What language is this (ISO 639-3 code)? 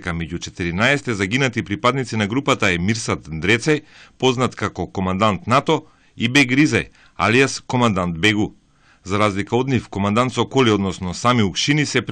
mkd